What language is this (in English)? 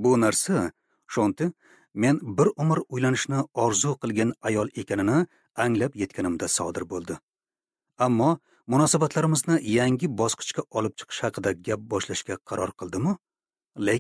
Uzbek